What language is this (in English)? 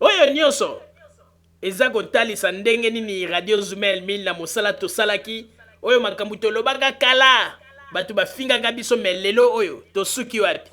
Lingala